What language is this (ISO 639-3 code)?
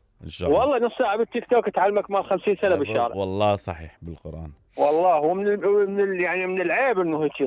acm